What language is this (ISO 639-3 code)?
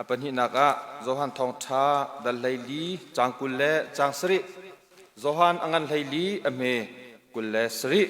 cnh